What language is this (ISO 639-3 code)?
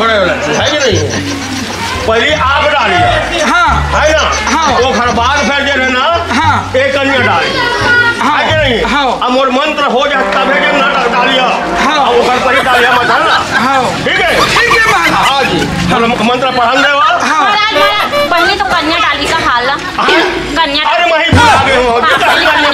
hne